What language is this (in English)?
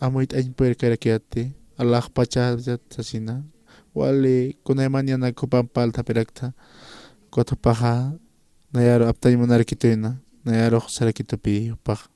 Aymara